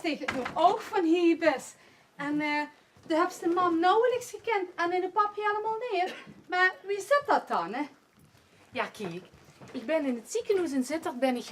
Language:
Limburgish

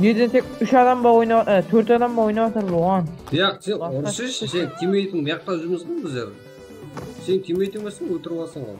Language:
Kara-Kalpak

